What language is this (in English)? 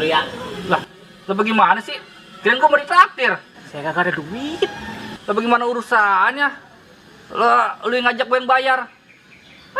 Betawi